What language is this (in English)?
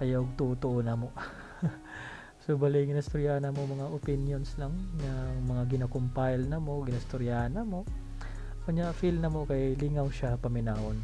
Cebuano